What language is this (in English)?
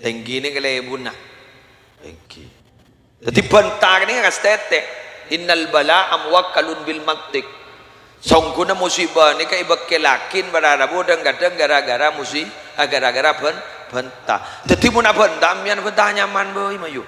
Madurese